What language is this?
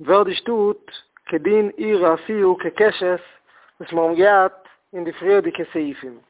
Yiddish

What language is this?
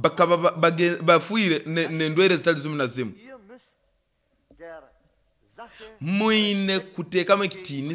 Nyoro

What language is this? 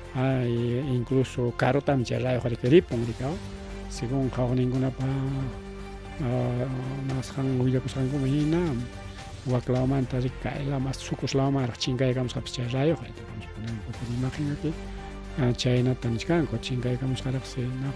Ayacucho Quechua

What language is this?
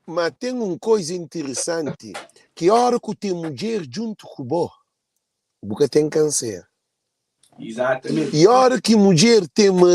Kabuverdianu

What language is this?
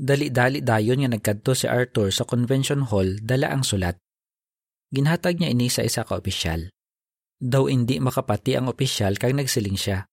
Hiligaynon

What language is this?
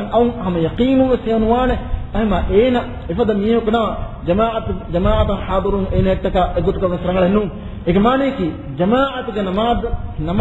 Divehi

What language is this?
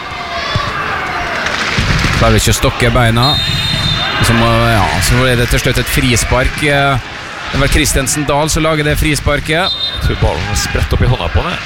Norwegian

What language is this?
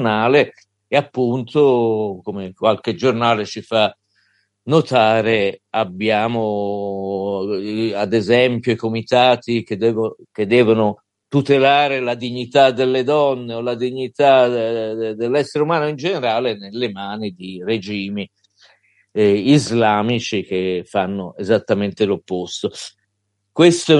Italian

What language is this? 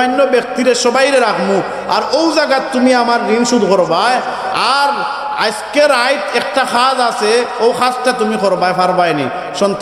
Sylheti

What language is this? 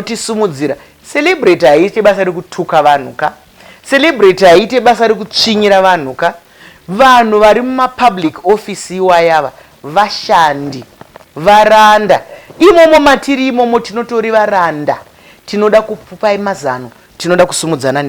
Shona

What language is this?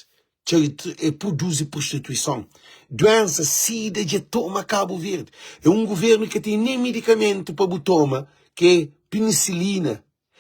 Kabuverdianu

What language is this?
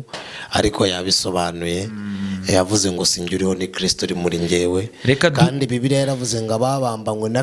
Kinyarwanda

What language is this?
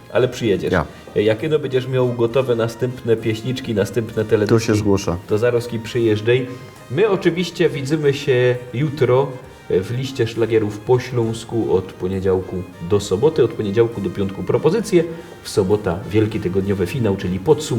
Silesian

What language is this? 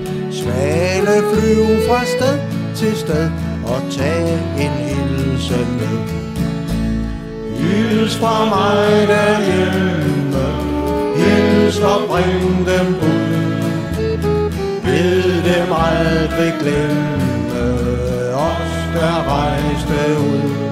Danish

